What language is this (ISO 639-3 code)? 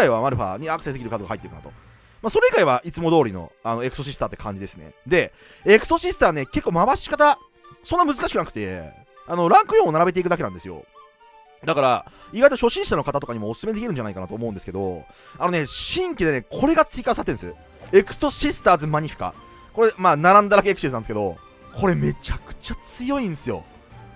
jpn